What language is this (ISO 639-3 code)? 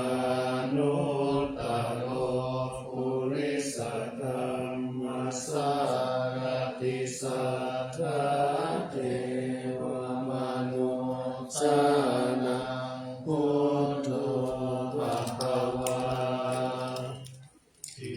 pli